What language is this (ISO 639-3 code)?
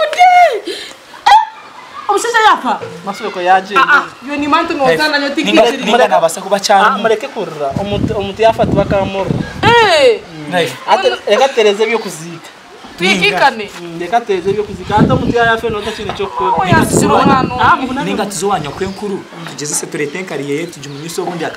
kin